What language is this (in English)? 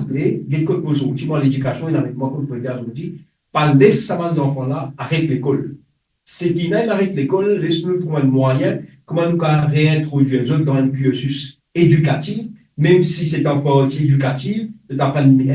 Morisyen